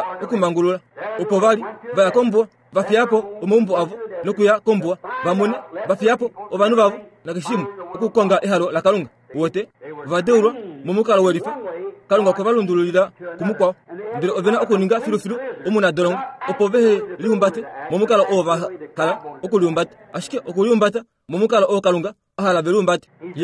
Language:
Kuanyama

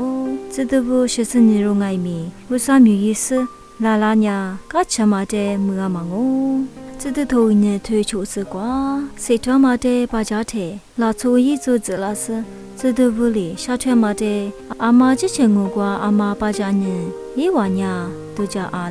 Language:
Lisu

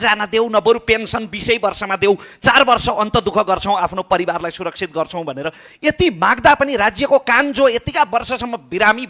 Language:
Nepali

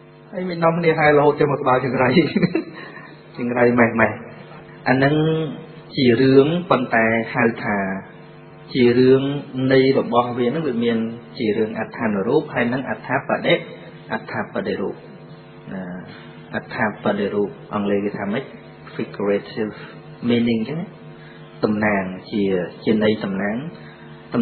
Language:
Khmer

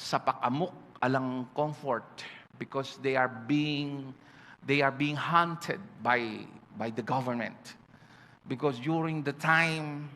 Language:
Pampanga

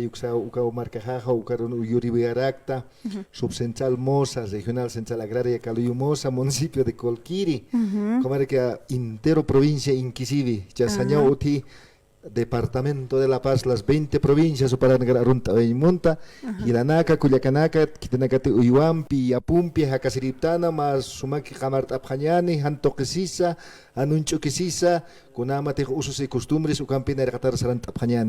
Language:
Aymara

